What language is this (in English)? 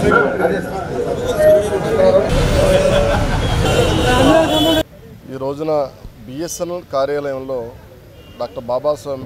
Telugu